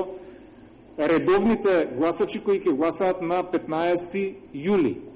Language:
Macedonian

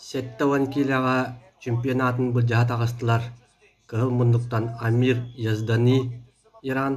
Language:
Yakut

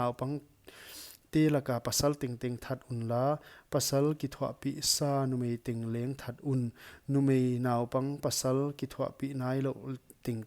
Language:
Paite Chin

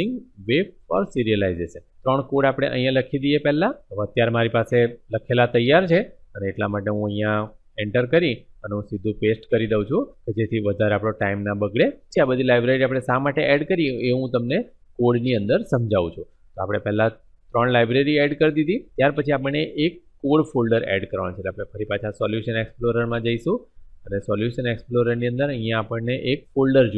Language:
Gujarati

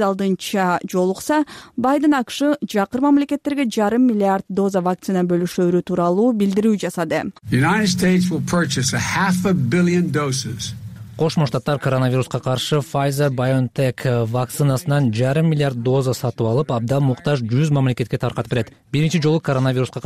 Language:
Kyrgyz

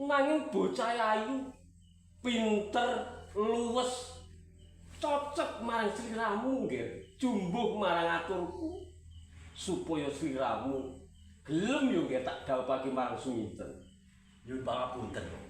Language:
Javanese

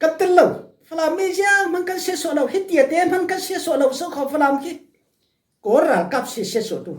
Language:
Falam Chin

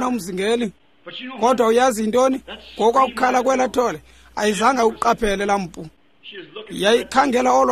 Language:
Xhosa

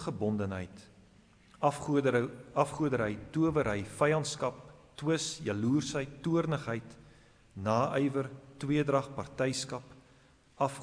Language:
Afrikaans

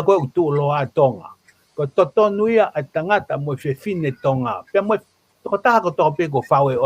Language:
Tongan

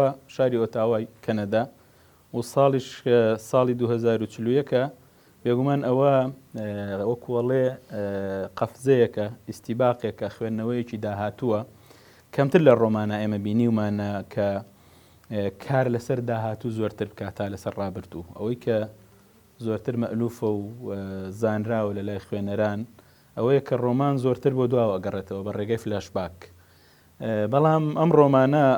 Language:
Central Kurdish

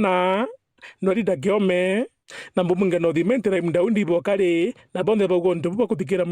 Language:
Meru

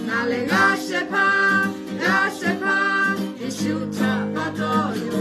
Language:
Lahu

